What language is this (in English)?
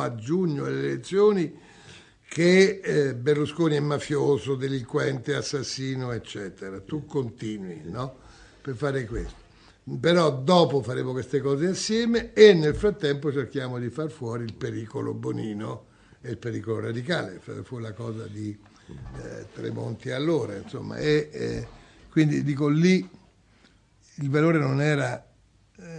Italian